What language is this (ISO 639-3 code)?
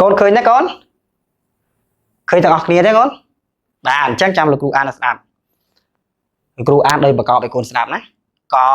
khm